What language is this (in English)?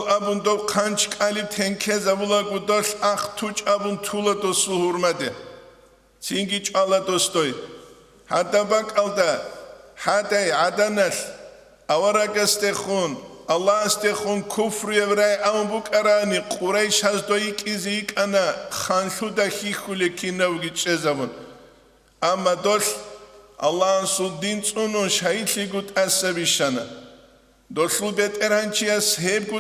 Avaric